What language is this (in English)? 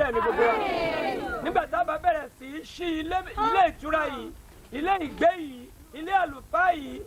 Yoruba